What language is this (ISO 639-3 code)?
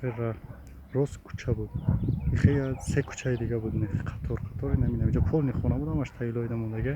tgk